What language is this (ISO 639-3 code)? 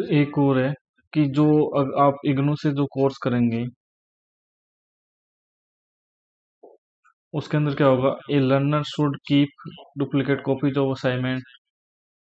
hin